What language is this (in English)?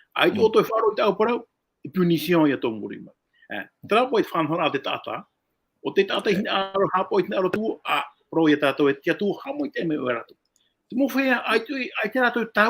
Tahitian